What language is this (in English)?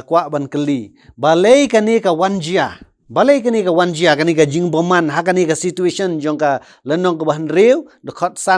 Khasi